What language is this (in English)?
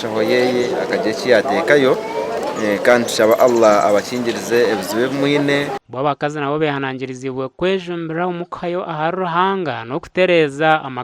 Nyankole